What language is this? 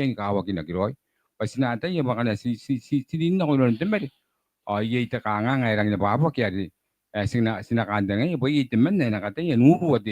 Gilbertese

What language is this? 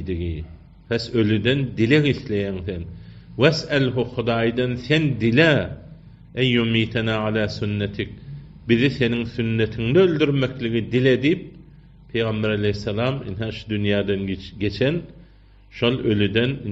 Turkmen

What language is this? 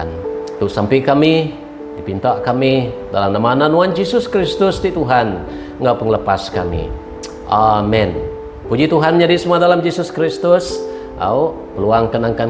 Iban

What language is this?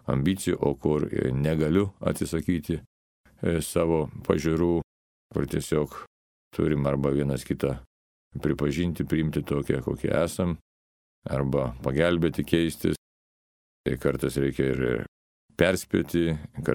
Lithuanian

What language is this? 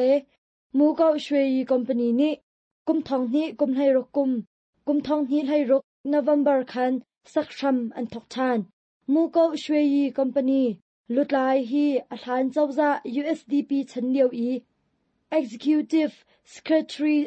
Hakha Chin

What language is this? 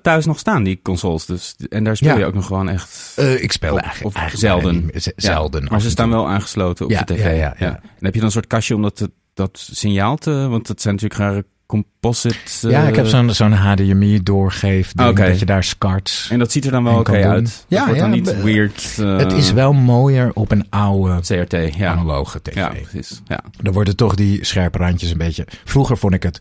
Dutch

